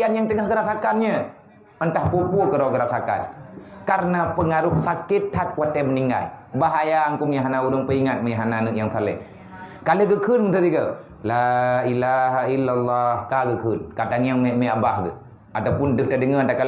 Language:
Achinese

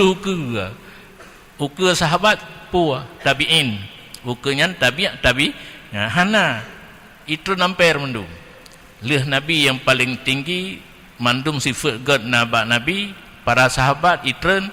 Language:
Achinese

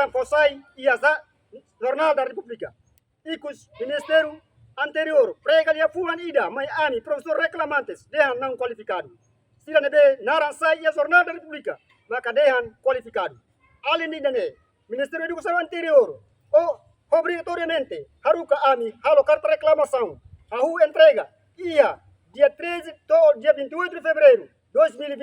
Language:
Tetum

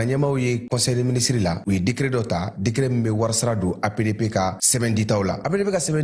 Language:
Bambara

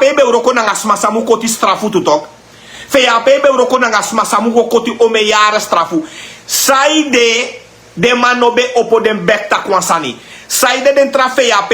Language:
Sranan Tongo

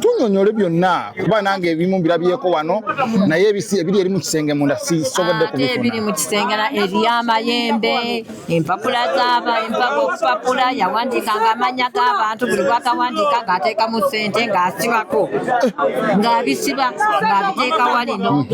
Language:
Ganda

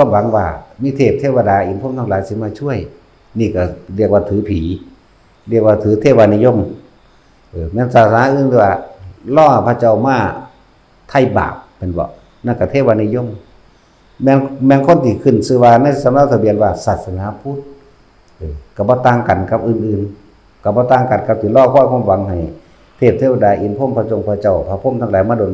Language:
Lao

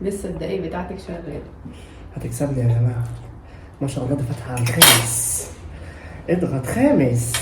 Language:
Egyptian Arabic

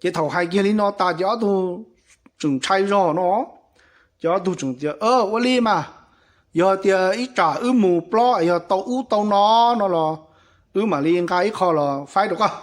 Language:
Hmong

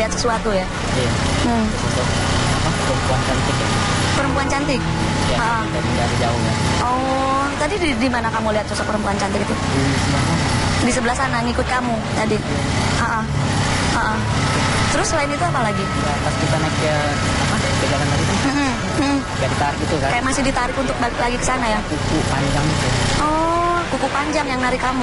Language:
Indonesian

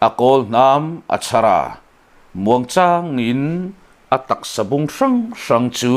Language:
Mizo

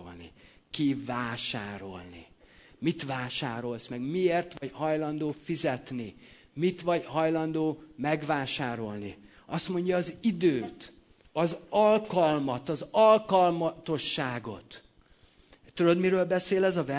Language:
Hungarian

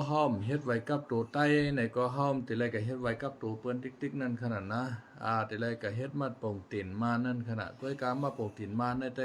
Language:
Shan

